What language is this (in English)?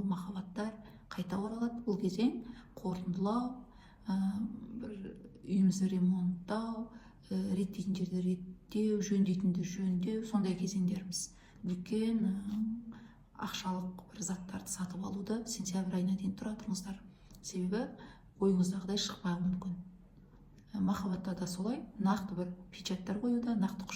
Kazakh